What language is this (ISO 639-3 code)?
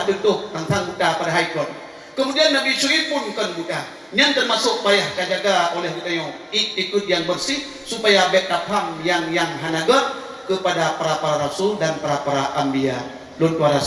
ace